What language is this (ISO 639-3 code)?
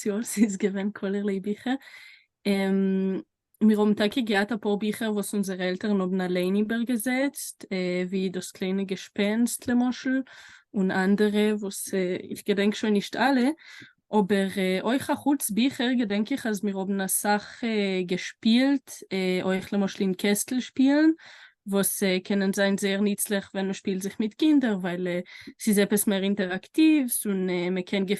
yid